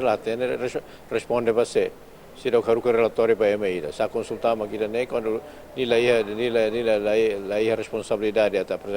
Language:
Tetum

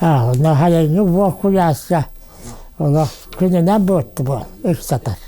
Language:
Yakut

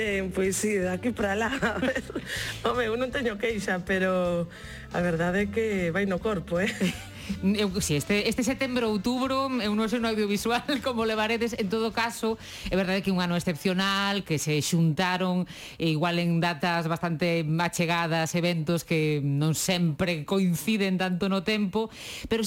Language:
Galician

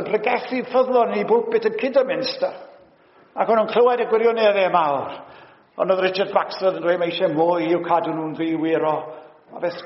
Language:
Welsh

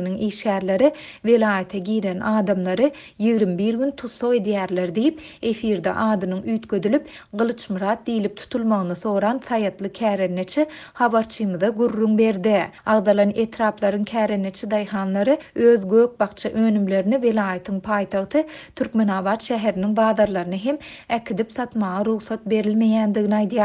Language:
Turkmen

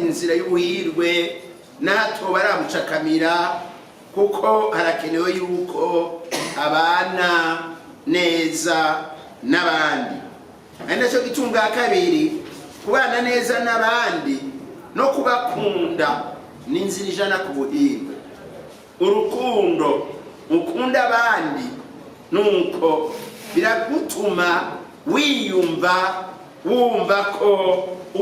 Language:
Rundi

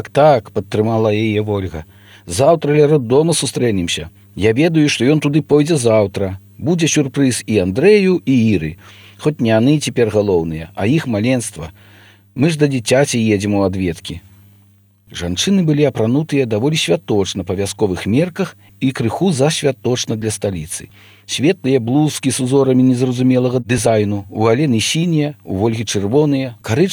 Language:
Belarusian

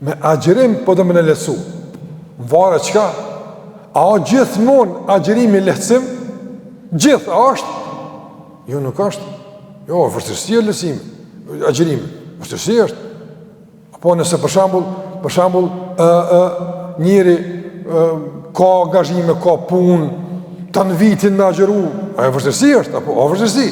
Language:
Albanian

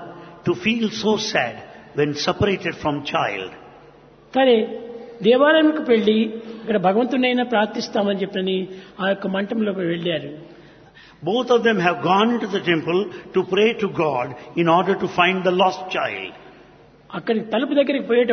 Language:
Telugu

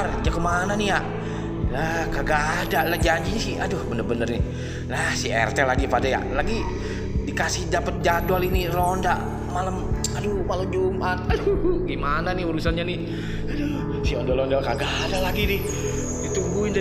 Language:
Betawi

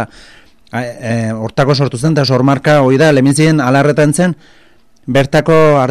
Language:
Basque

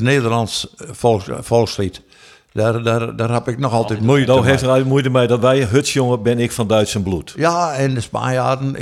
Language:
Western Frisian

